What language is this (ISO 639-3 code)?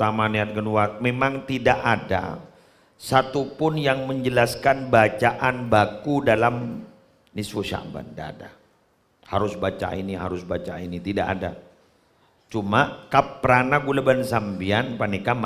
mad